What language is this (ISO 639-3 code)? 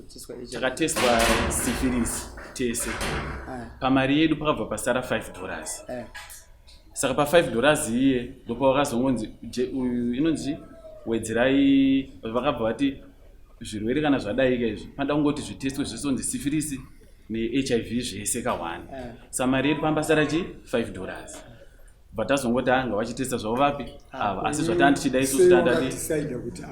sna